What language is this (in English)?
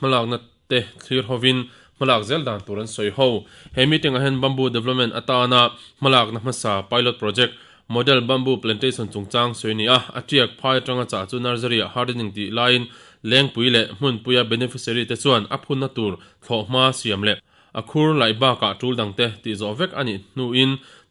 Mizo